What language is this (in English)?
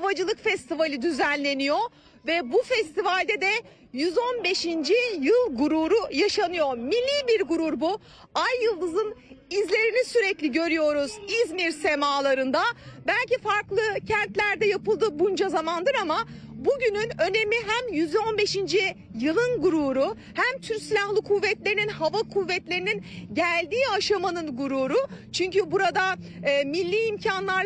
Turkish